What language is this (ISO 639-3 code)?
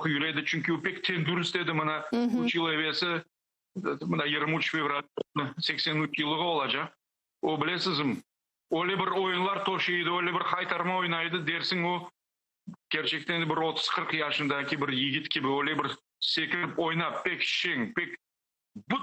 crh